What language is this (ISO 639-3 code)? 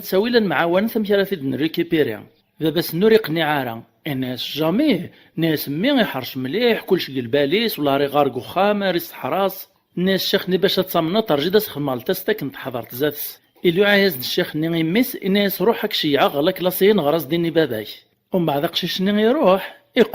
kab